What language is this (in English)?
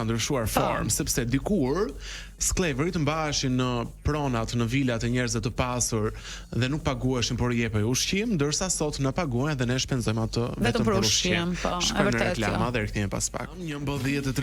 Albanian